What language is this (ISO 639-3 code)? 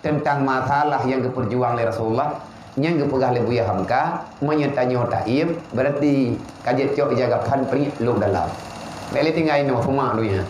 ace